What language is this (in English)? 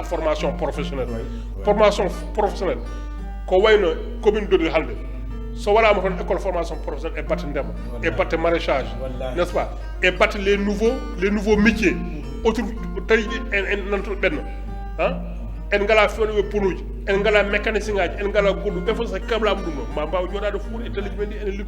Fula